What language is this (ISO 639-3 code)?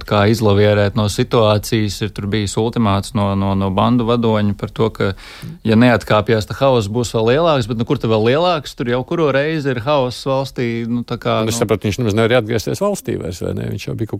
lav